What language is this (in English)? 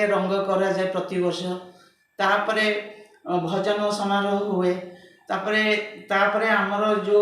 Odia